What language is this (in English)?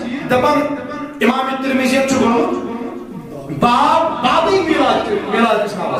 Kashmiri